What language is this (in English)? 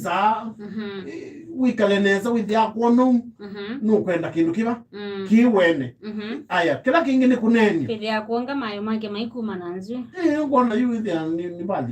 Kamba